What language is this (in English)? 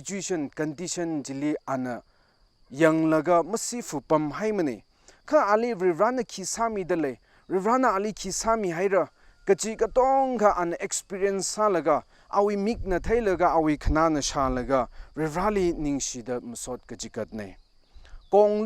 Tangkhul Naga (India)